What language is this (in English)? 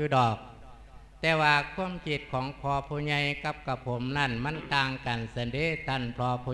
Lao